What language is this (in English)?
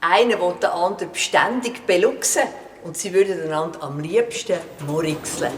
Swiss German